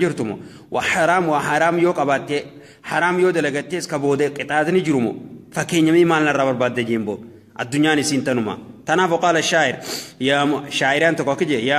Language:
Oromo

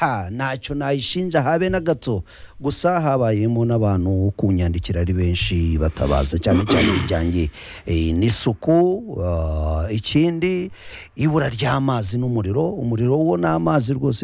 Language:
Kinyarwanda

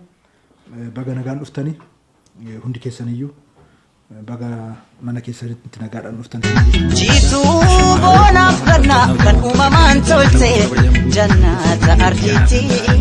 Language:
Oromo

